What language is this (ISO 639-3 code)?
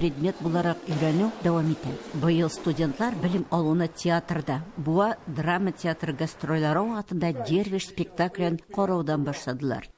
tat